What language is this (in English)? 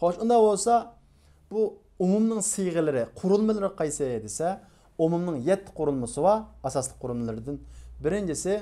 Uyghur